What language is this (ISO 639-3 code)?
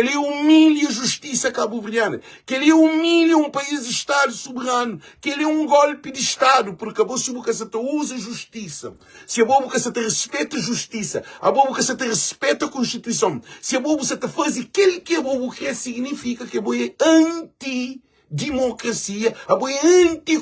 kea